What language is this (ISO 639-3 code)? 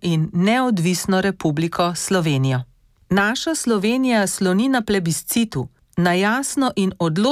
slv